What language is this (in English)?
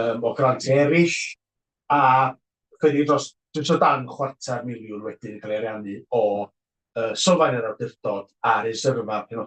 Welsh